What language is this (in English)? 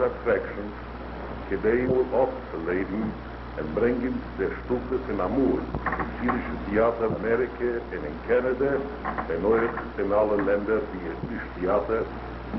Yiddish